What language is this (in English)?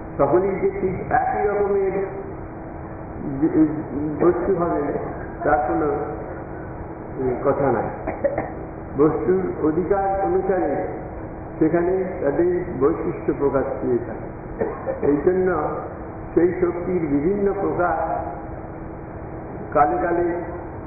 Bangla